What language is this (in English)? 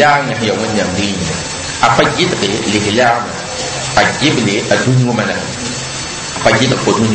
Mossi